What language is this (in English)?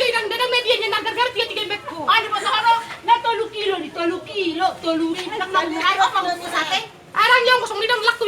Batak Toba